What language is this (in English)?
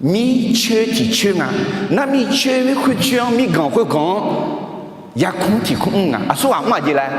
Akha